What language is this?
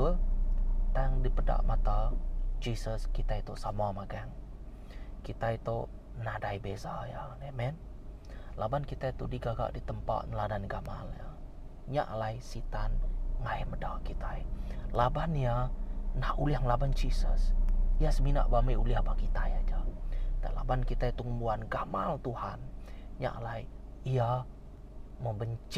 Iban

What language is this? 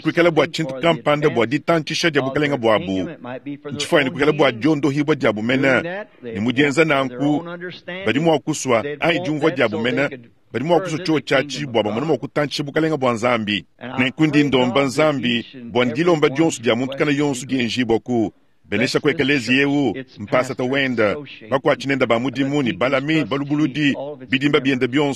Luba-Lulua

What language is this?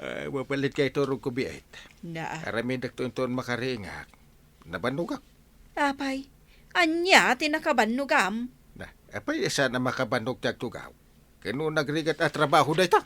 Iloko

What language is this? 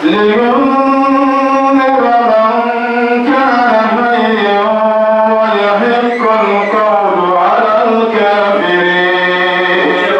Dagbani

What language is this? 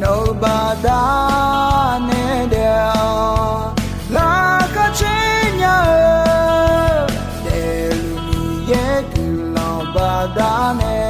Akha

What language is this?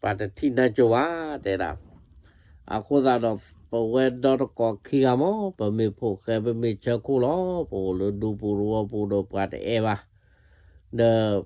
S'gaw Karen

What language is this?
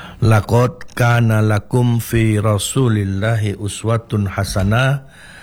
Indonesian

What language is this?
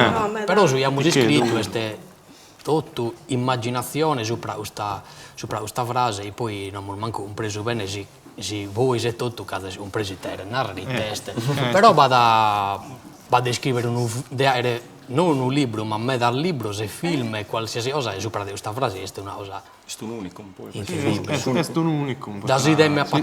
Sardinian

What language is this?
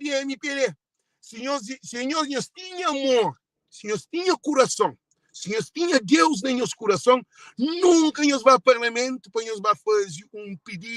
Kabuverdianu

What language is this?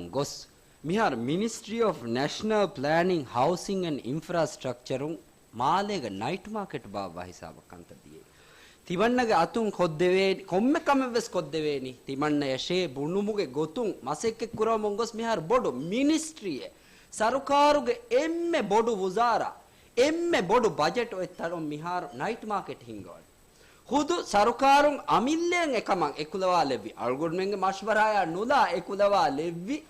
Divehi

